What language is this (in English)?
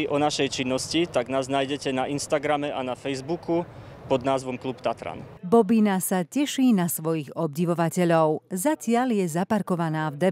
Slovak